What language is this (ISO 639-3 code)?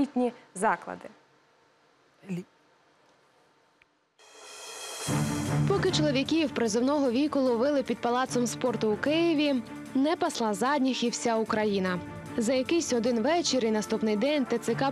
ukr